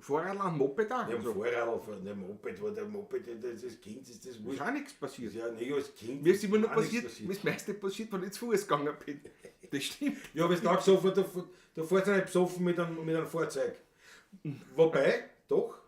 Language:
Bavarian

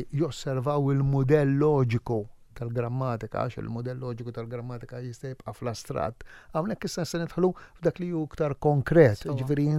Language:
Maltese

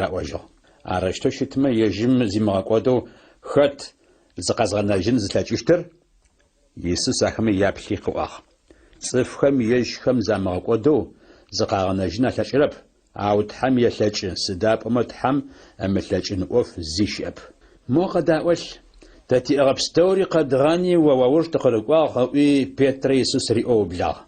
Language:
Adyghe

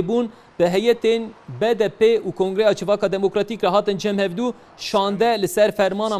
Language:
Kurdish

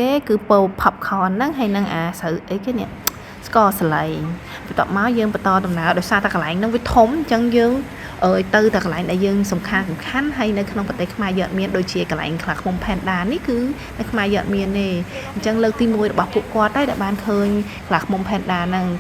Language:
Khmer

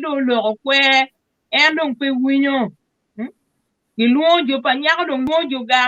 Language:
Acoli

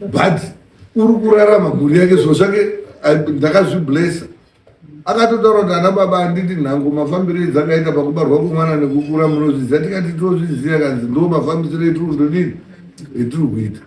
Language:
Shona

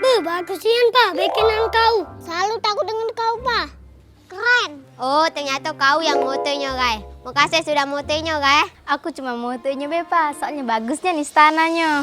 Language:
Musi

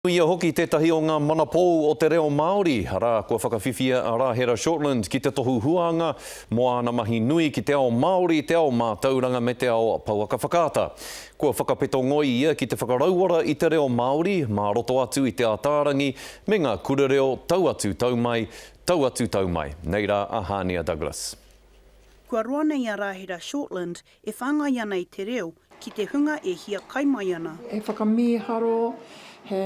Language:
Māori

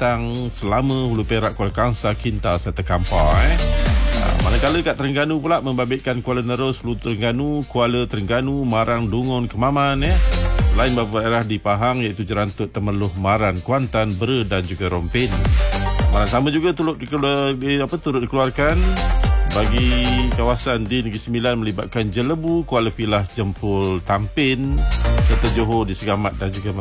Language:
Malay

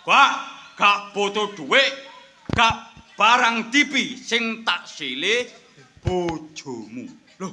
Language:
Javanese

